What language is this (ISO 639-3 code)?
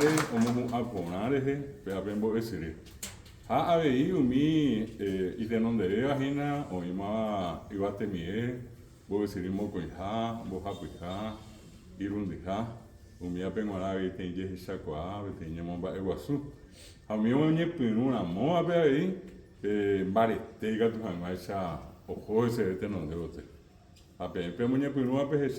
grn